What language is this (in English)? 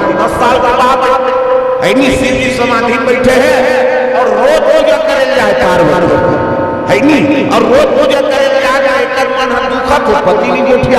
Chhattisgarhi